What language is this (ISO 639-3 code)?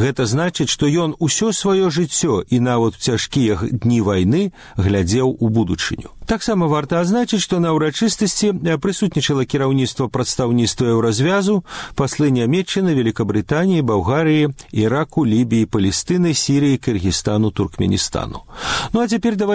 bel